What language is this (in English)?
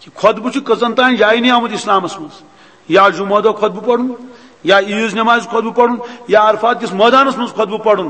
Kashmiri